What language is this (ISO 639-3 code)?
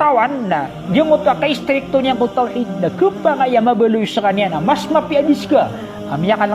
mrw